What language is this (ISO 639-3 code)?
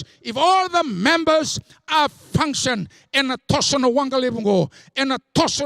fij